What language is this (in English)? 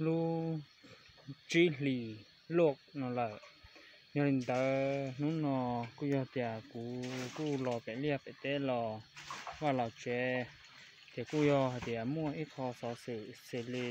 Hmong